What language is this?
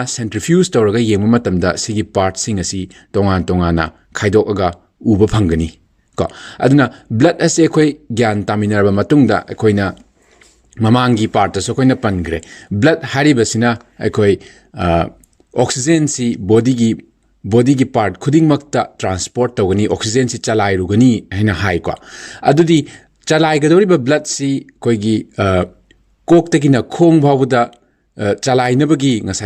Manipuri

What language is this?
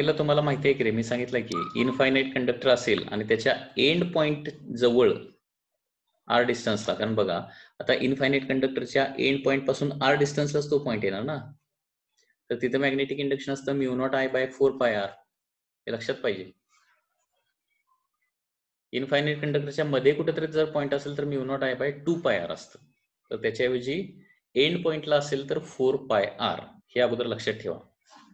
Marathi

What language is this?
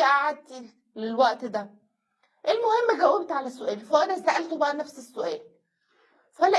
Egyptian Arabic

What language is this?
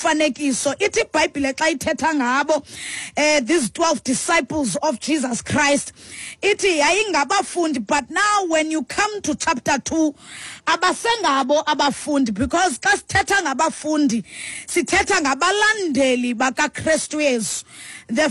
Xhosa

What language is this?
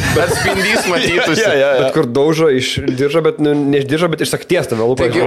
Lithuanian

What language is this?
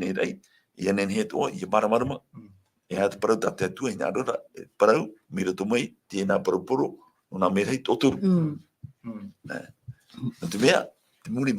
Tahitian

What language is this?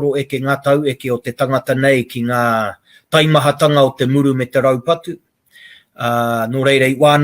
Māori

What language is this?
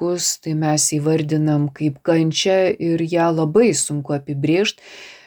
Lithuanian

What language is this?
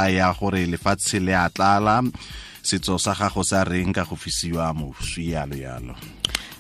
Tswana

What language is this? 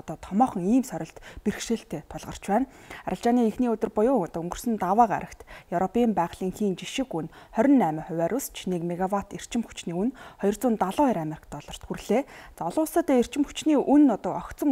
Mongolian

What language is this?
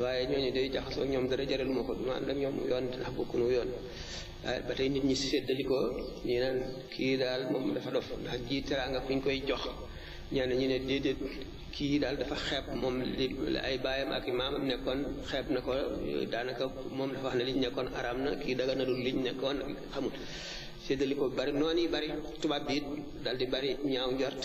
Wolof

